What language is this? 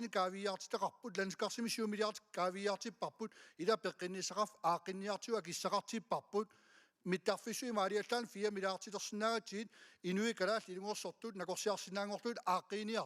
Kalaallisut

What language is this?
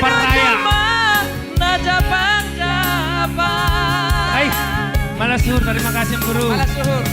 Batak Simalungun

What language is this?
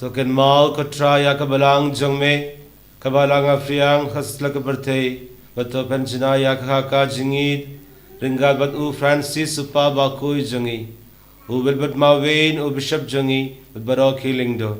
Khasi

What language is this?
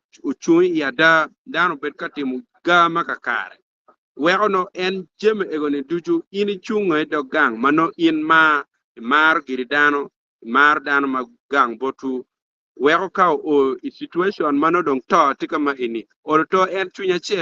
Acoli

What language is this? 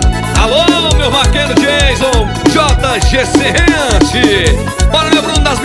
Portuguese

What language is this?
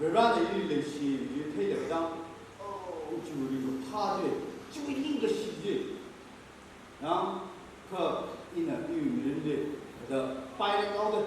Tangkhul Naga (India)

